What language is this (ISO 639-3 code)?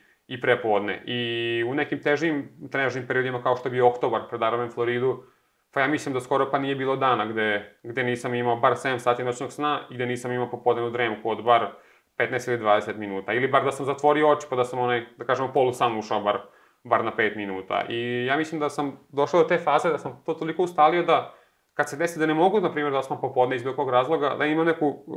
srp